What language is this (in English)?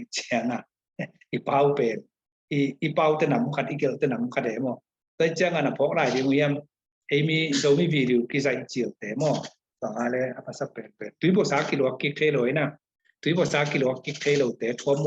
Tedim Chin